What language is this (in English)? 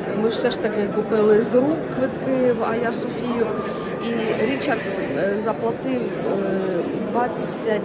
Ukrainian